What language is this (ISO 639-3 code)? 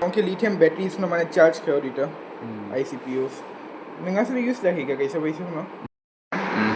trp